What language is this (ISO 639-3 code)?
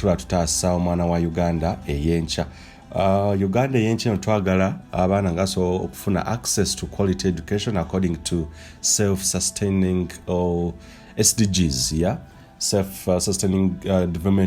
lug